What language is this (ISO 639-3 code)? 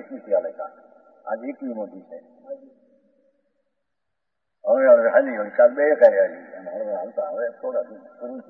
guj